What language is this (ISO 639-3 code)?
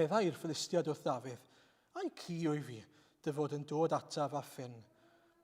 cym